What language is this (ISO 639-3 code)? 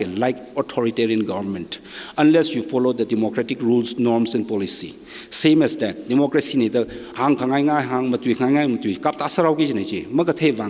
nmf